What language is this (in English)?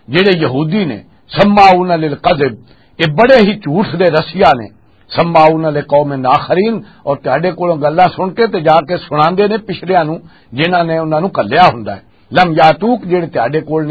Western Panjabi